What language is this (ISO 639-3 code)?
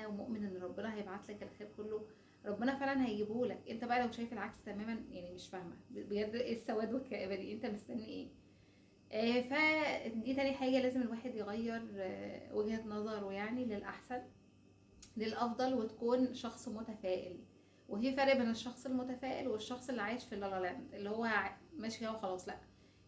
arz